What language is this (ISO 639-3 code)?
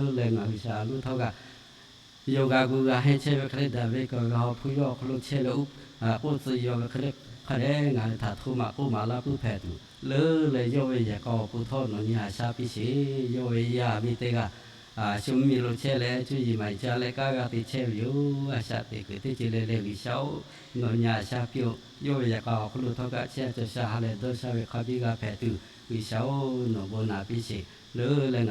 lhu